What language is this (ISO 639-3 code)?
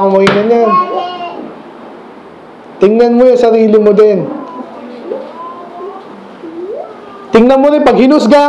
fil